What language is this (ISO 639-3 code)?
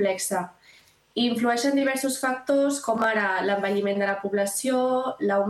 cat